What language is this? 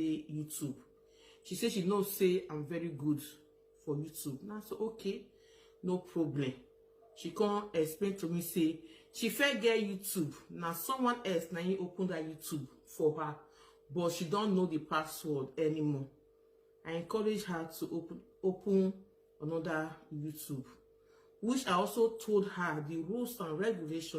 Nigerian Pidgin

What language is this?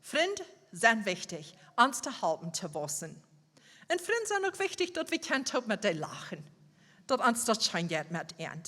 Plautdietsch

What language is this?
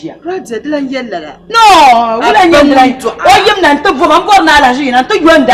Dagbani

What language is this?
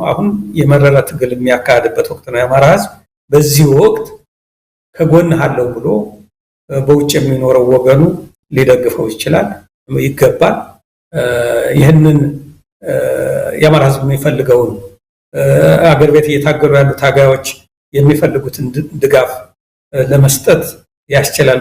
Amharic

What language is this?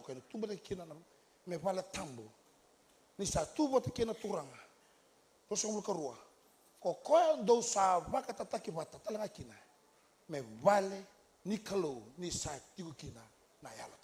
Fijian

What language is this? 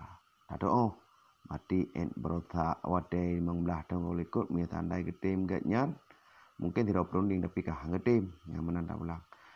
Achinese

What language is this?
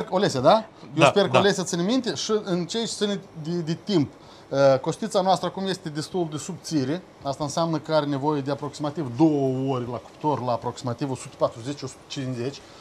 Romanian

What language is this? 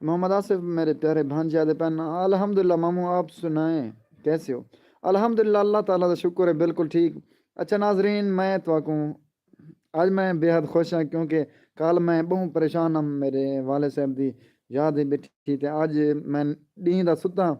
Saraiki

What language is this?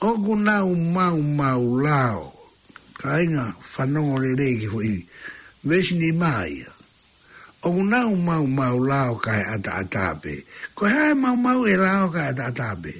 Tongan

